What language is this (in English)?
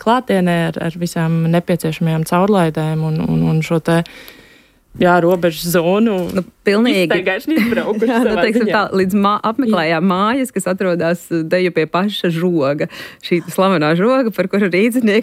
Latvian